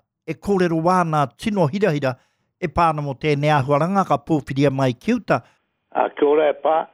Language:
Māori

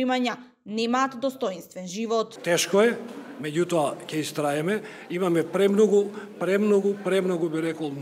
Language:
Macedonian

